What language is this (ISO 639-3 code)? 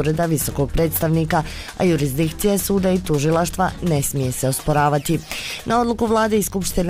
bos